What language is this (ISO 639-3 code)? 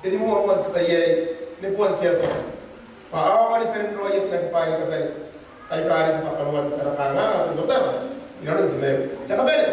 gil